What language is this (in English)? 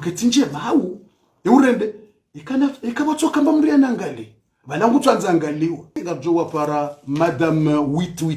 Ngazidja Comorian